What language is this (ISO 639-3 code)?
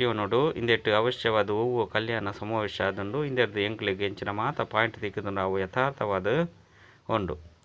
tcy